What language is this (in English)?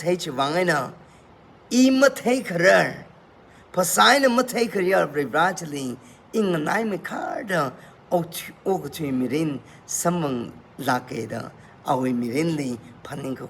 Tangkhul Naga (India)